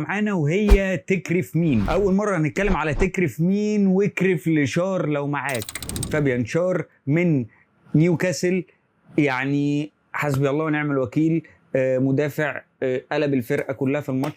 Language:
Egyptian Arabic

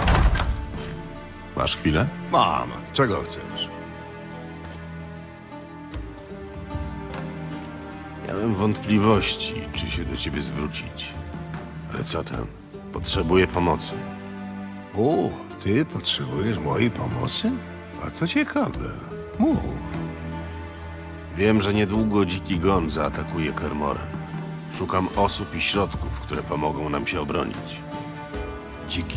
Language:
Polish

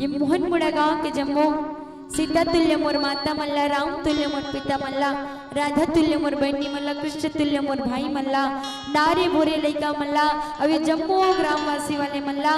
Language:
Chhattisgarhi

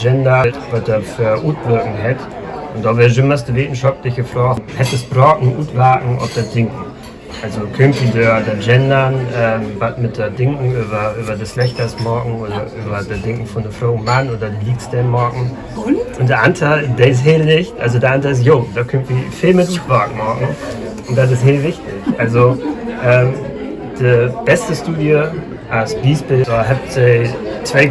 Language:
Low German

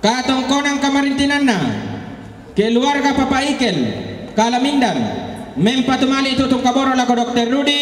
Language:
Toraja-Sa'dan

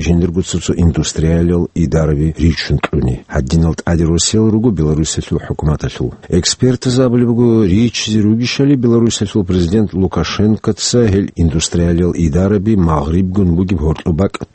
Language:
Avaric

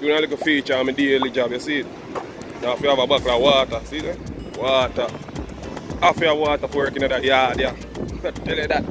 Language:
Jamaican Creole English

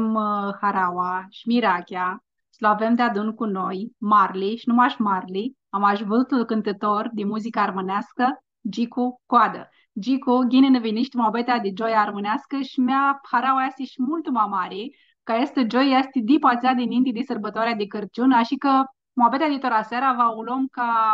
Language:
Aromanian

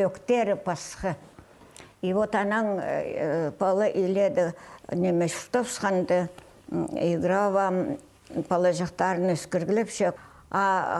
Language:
Khakas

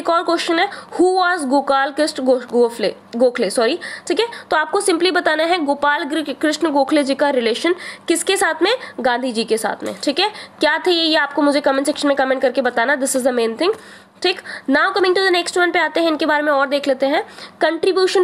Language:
Hindi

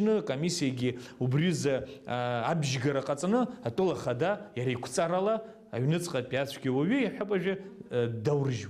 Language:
Abkhazian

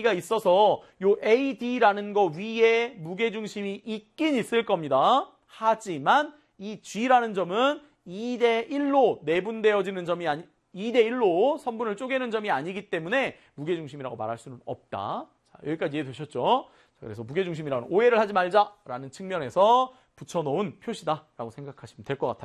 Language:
Korean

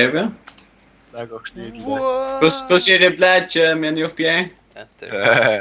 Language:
Faroese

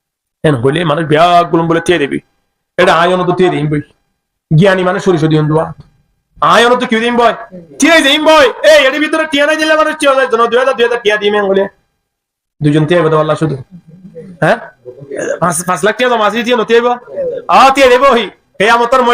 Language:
Rohingya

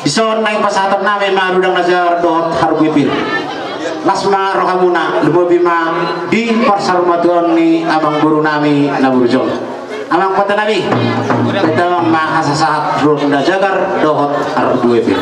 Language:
Batak Toba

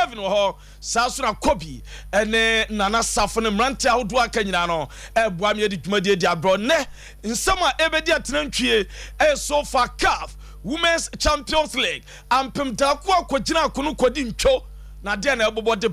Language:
Akan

